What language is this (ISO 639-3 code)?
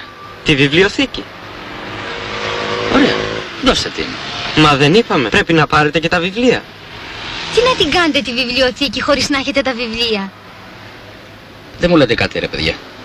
ell